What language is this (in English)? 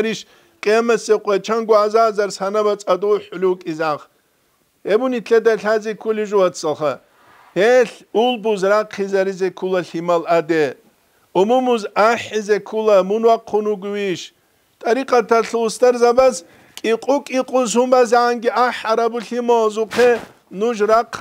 Avaric